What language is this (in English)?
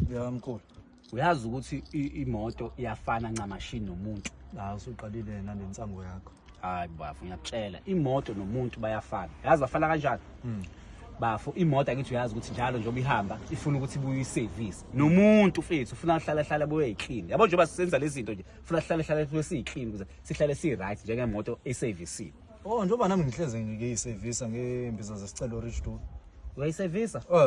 Zulu